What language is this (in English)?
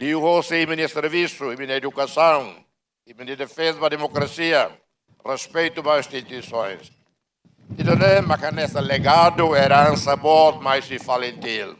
Tetum